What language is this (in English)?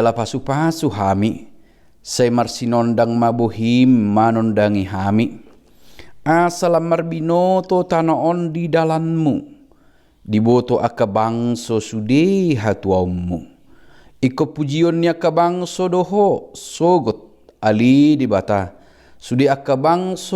Batak Toba